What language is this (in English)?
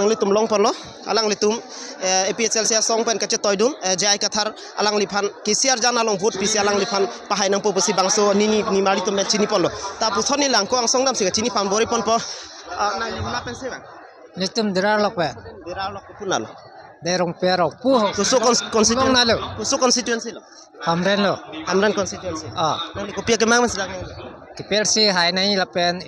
Karbi